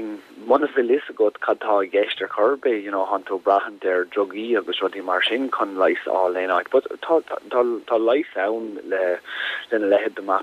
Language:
Irish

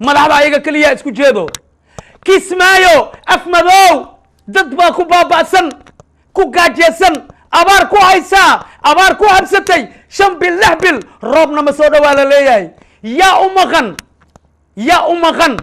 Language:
Somali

